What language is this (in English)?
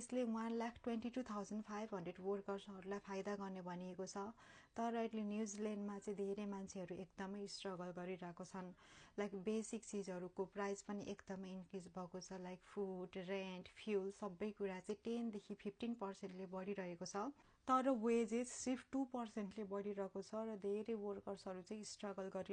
Nepali